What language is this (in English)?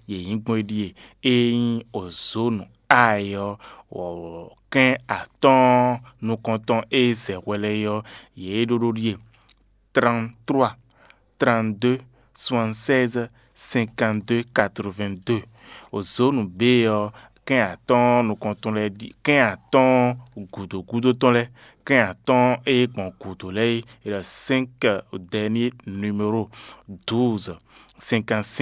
Fon